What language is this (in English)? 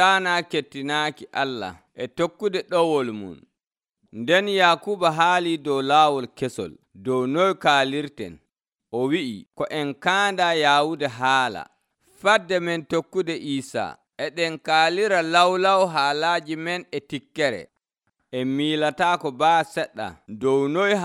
Nigerian Fulfulde